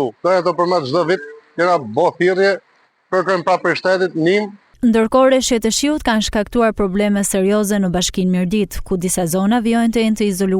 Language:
Albanian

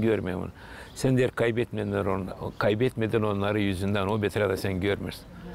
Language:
Gagauz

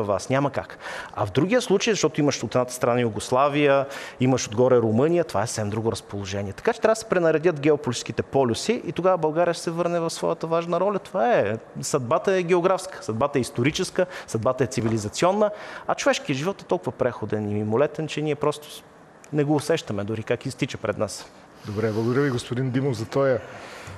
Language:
Bulgarian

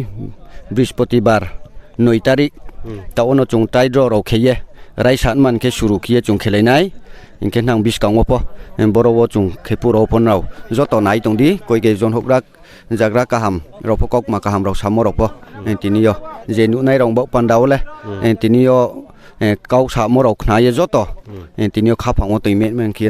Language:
Riang (India)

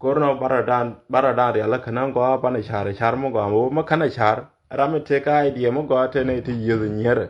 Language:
Nuer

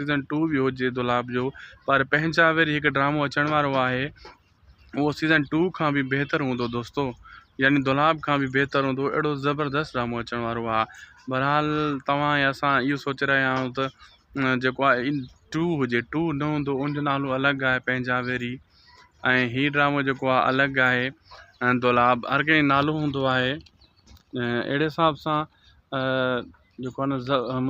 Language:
Sindhi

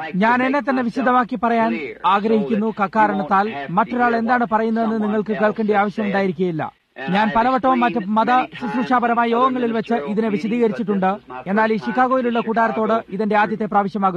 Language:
Malayalam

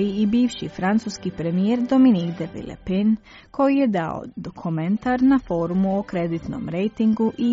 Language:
Croatian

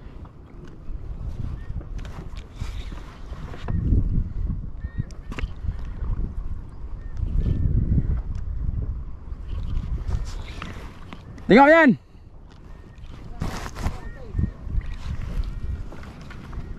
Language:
Malay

